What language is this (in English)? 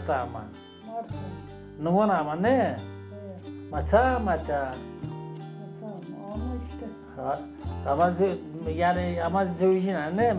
Zaza